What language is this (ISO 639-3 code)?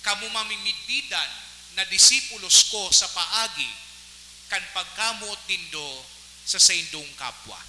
bik